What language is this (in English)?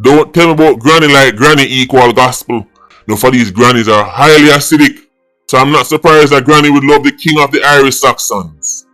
Jamaican Creole English